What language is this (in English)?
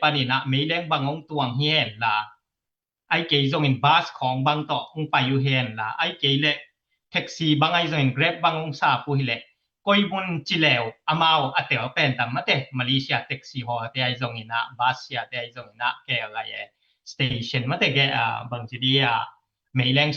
Tedim Chin